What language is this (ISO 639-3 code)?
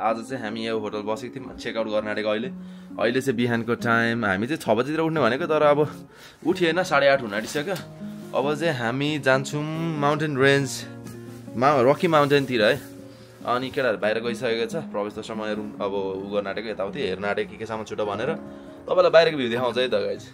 nep